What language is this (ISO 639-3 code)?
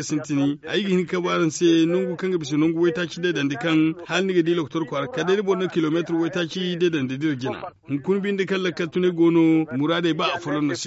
dje